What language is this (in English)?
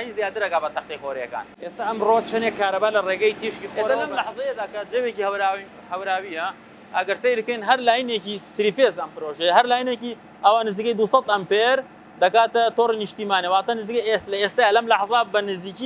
Central Kurdish